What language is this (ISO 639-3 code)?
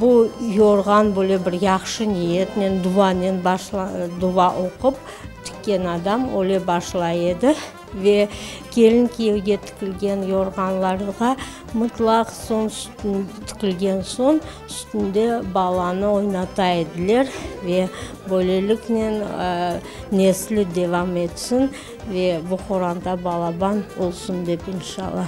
crh